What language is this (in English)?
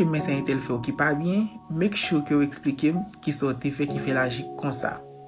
Haitian Creole